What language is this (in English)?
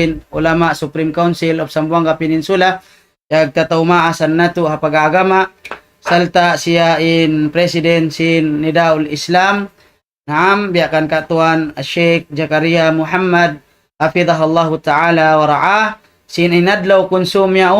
Tausug